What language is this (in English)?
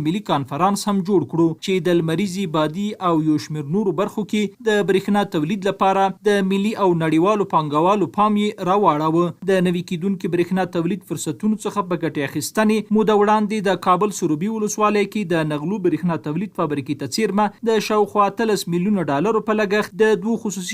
Pashto